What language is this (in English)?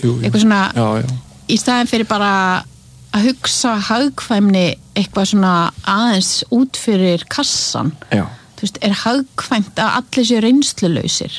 Icelandic